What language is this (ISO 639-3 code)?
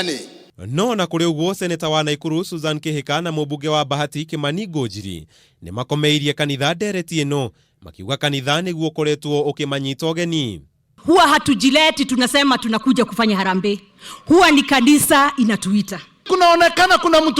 kik